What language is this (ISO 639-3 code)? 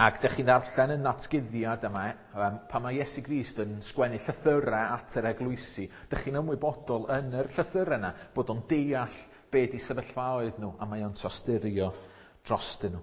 cym